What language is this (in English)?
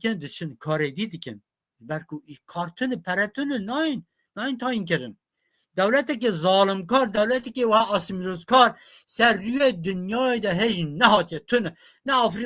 Kurdish